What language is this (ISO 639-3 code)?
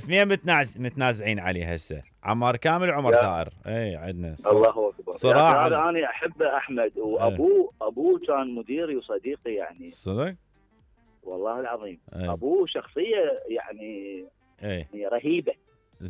acm